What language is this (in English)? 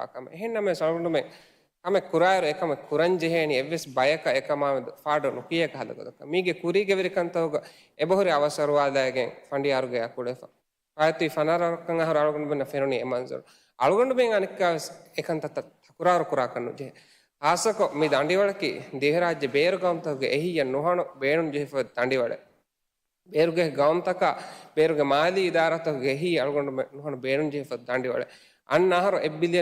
Divehi